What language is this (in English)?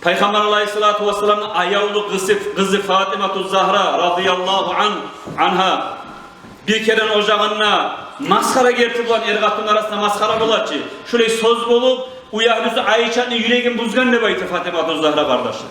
Kumyk